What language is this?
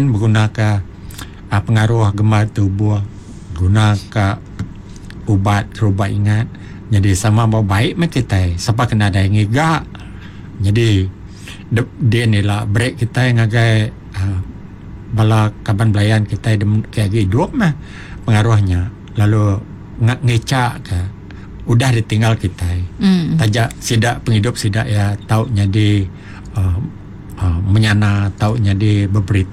Iban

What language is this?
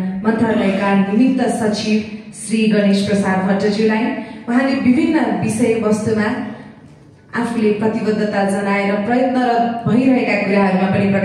Nepali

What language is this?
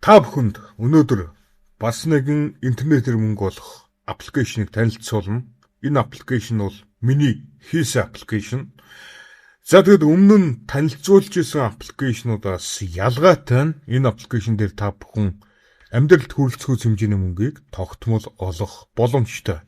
Mongolian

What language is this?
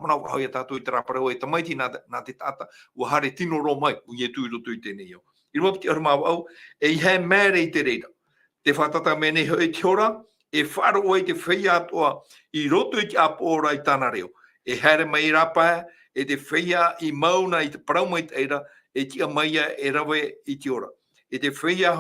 Tahitian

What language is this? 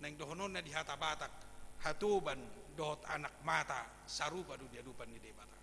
Batak Toba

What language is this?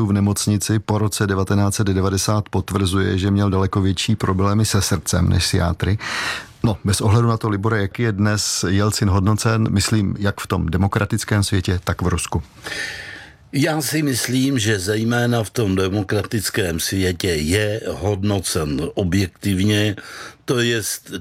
Czech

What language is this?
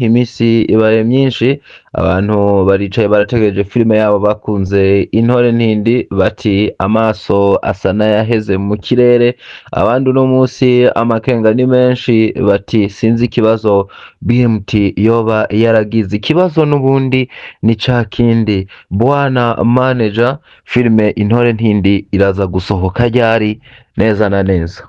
Rundi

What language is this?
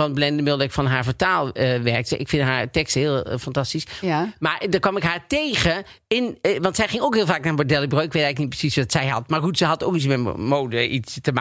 Dutch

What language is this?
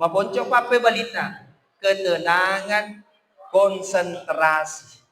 Buginese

